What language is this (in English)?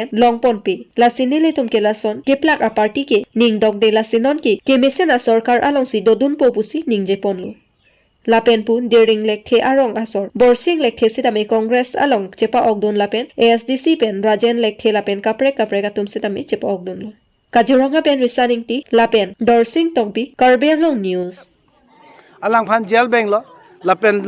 Karbi